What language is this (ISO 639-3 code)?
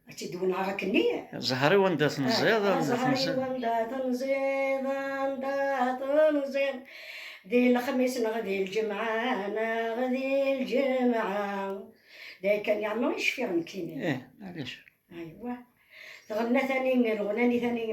kab